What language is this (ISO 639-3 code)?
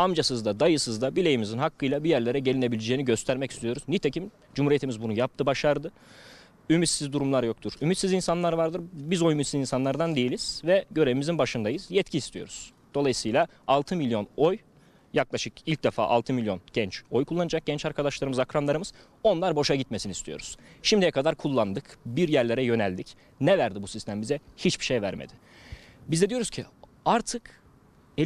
tur